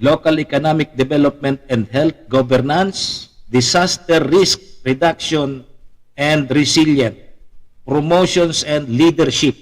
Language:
Bikol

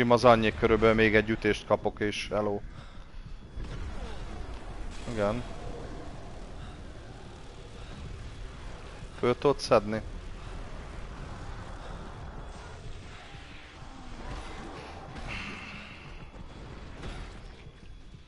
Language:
Hungarian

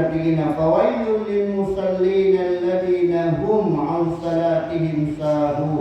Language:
Maranao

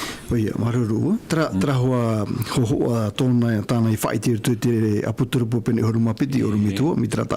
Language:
Tahitian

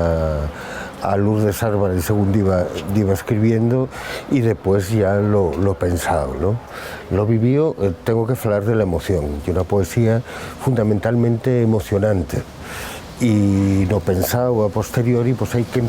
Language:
Asturian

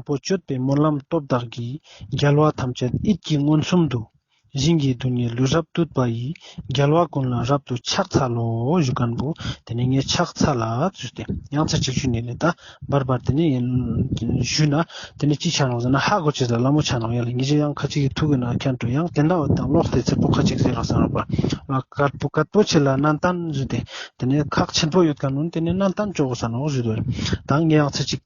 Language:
Ladakhi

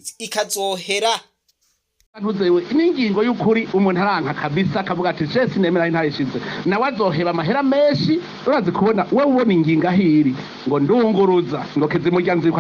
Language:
Rundi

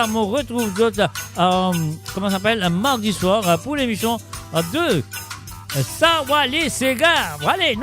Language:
Morisyen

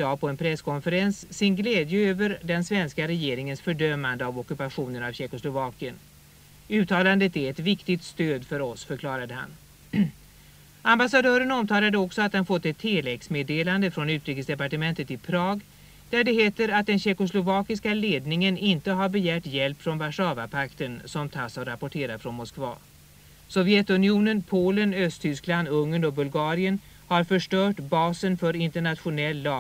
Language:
Swedish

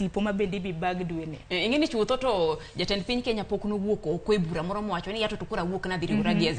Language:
Luo (Kenya and Tanzania)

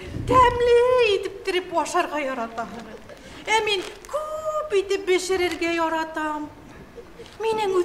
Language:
Bashkir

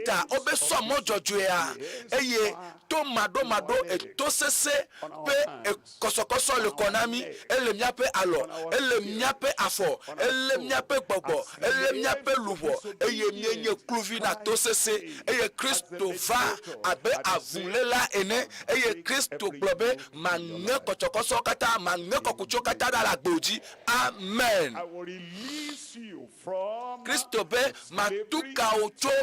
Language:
Ewe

